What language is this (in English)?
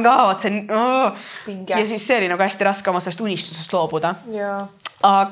Estonian